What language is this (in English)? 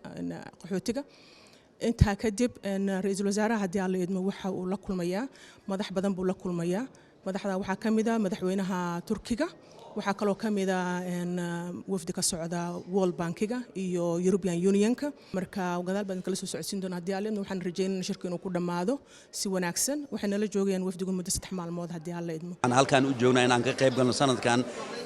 Somali